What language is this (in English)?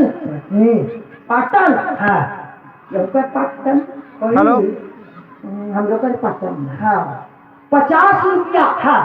Chhattisgarhi